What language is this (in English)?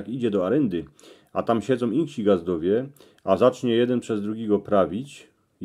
Silesian